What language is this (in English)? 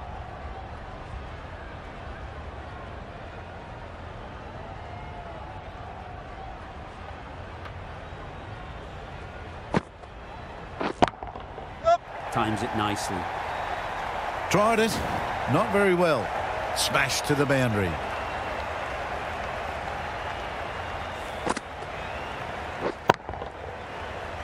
English